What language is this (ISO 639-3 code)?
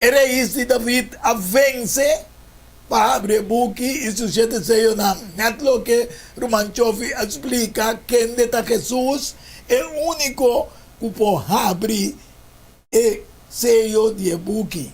pap